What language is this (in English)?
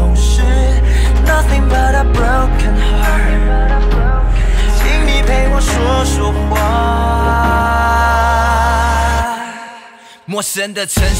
Chinese